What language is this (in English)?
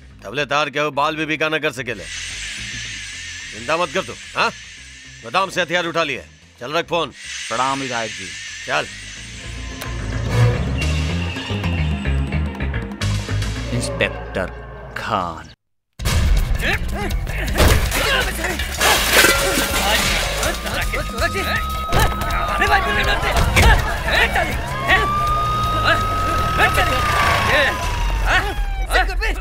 Bhojpuri